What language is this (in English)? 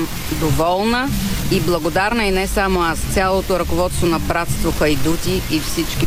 Bulgarian